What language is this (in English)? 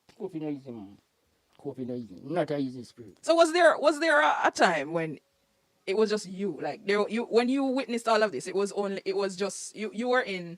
Jamaican Creole English